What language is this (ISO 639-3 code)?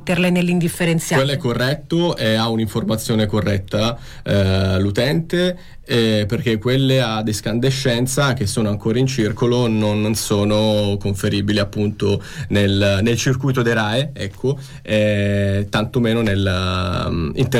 ita